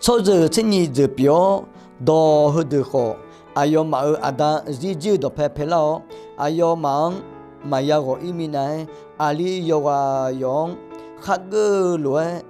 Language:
Akha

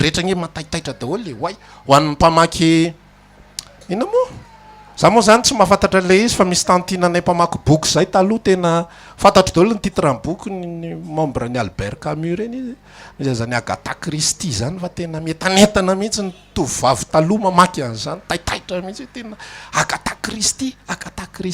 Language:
Malagasy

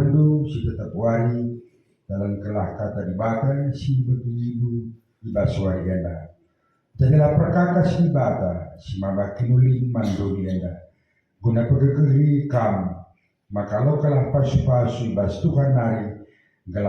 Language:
Batak Karo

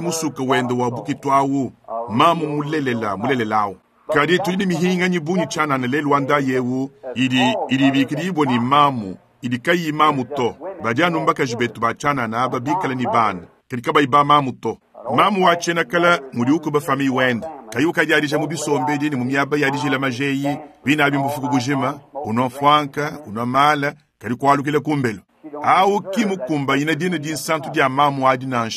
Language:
Luba-Lulua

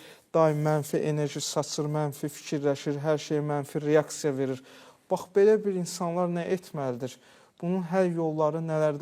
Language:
Azerbaijani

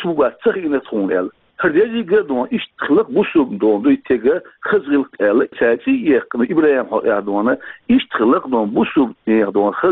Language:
Chechen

